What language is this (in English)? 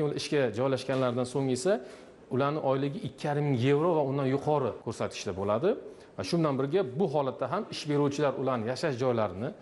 Uzbek